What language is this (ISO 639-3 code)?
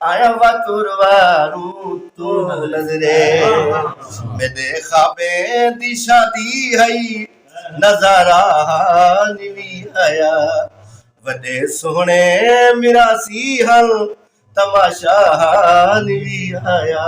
skr